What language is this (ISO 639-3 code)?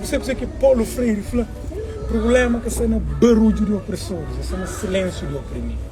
kea